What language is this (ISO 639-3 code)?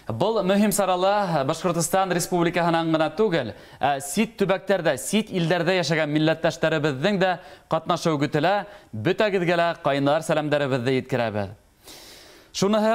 bak